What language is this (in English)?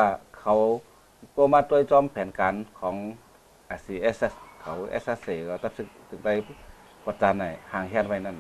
Shan